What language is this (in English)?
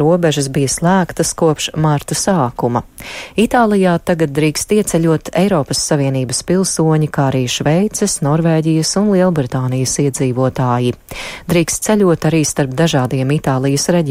Latvian